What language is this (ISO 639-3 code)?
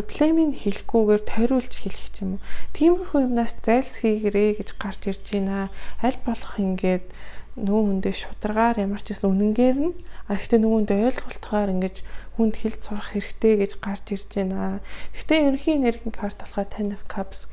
mon